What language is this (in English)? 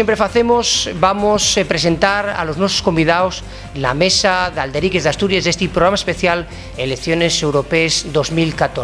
Asturian